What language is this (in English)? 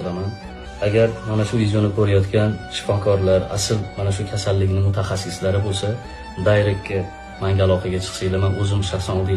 Uzbek